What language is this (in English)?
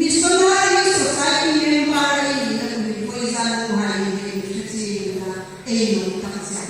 Hmar